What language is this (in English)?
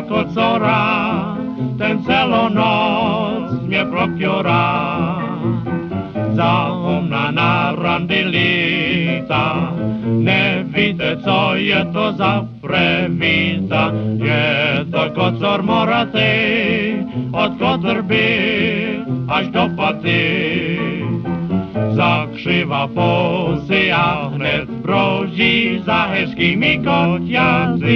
Czech